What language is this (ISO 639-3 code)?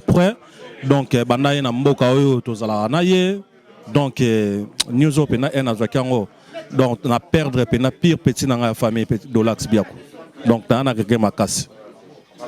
lin